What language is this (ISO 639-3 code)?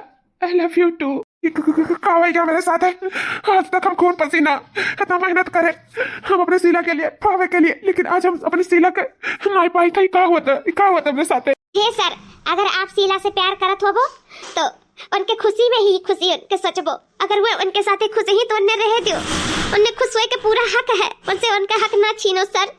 awa